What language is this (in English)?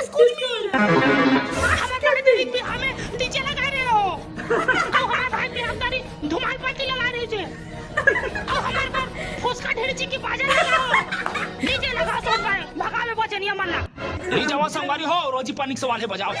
Chhattisgarhi